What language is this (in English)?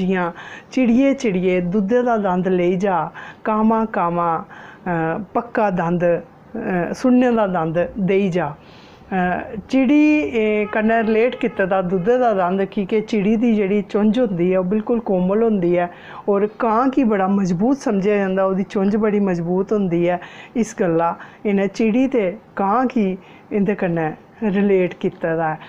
Dogri